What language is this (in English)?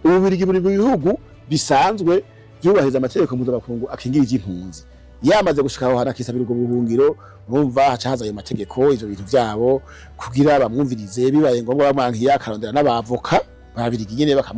Rundi